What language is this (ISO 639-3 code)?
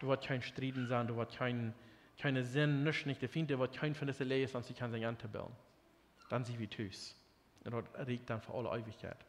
pdt